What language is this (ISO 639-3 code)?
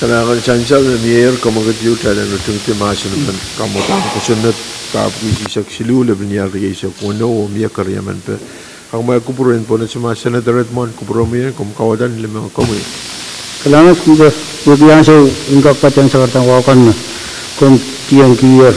pon